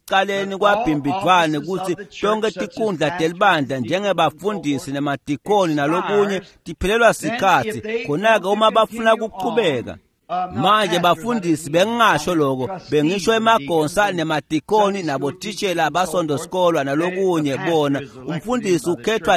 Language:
Swati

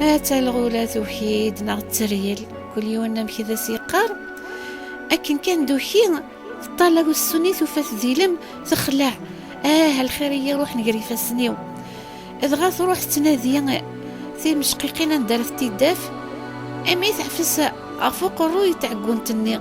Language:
Kabyle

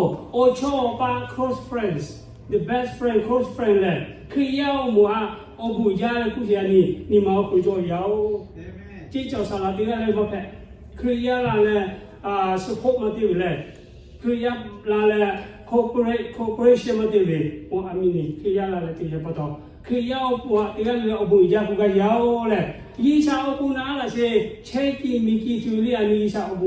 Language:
Lahu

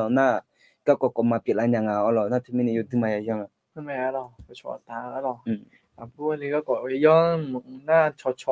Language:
Akha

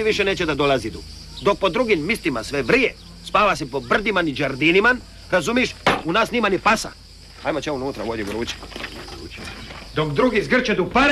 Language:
Croatian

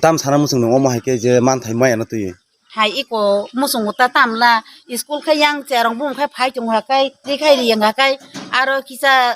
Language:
Kok Borok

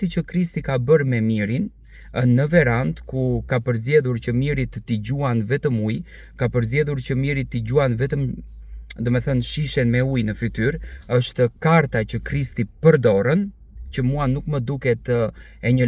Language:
Albanian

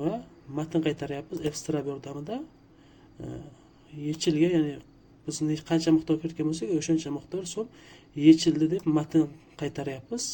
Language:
Uzbek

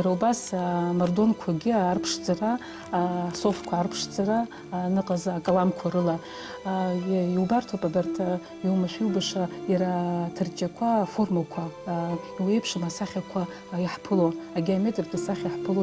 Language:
Abkhazian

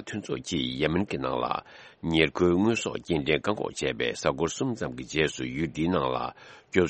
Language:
Tibetan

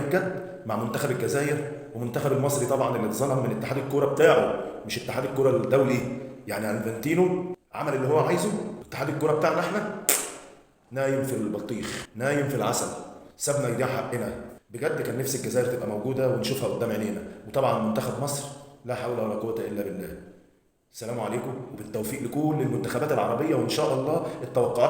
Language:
Egyptian Arabic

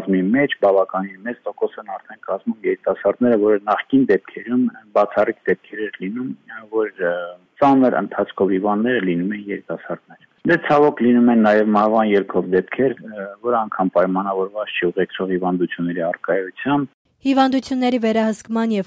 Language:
Armenian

